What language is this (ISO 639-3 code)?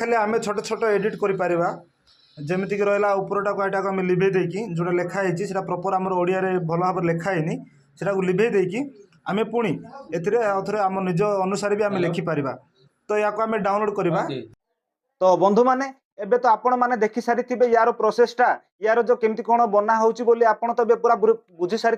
ori